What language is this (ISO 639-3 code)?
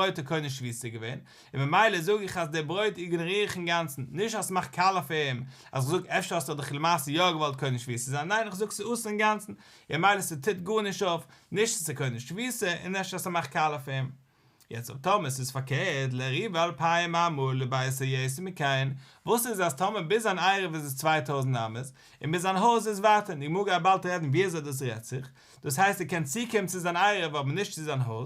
yid